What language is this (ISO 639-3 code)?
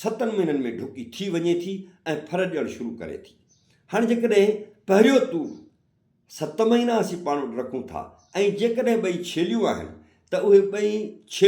snd